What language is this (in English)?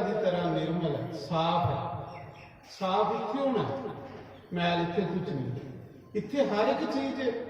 Dogri